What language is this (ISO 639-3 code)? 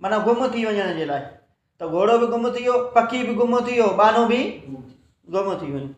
snd